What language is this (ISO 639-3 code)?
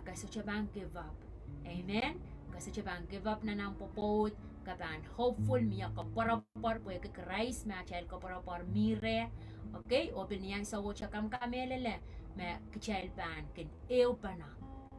pon